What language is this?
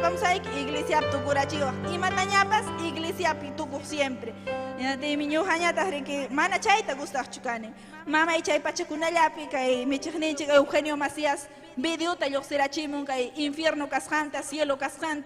Ayacucho Quechua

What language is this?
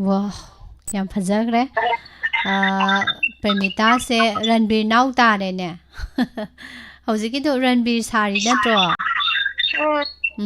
Manipuri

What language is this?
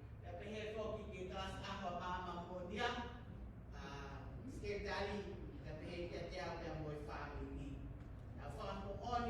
Tongan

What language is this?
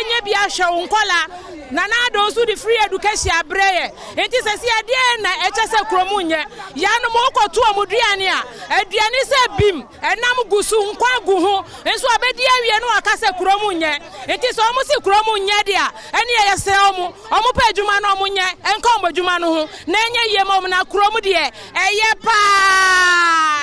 Akan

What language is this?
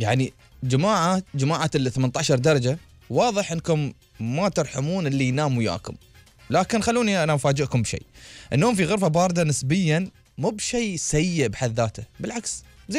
Gulf Arabic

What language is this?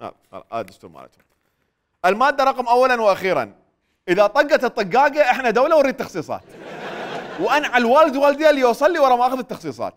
Mesopotamian Arabic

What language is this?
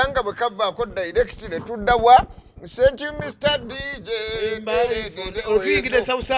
Ganda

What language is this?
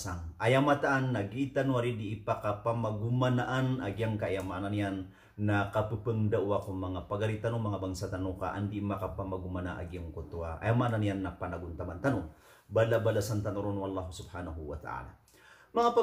Maranao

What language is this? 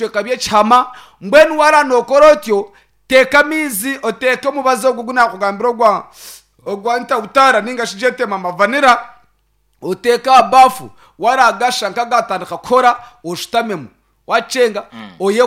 Nyankole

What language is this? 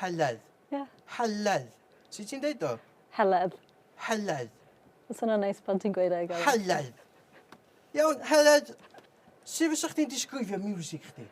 Welsh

